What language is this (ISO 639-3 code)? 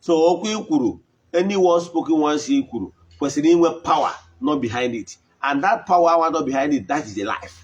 ibo